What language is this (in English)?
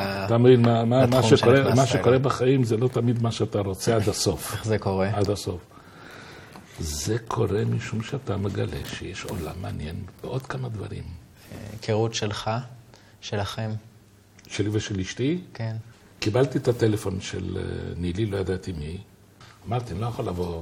Hebrew